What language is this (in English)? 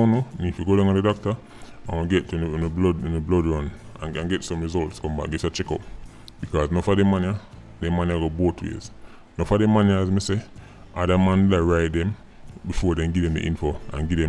Jamaican Creole English